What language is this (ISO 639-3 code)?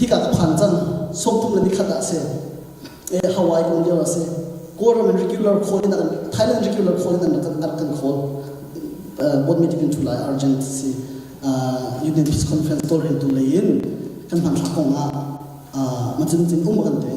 cnh